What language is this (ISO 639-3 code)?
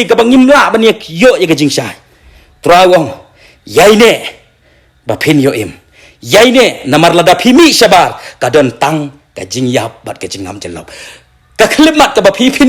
kha